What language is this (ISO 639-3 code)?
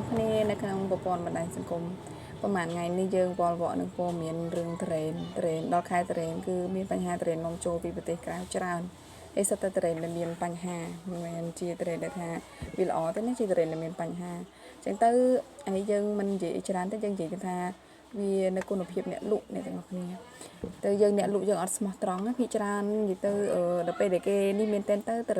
khm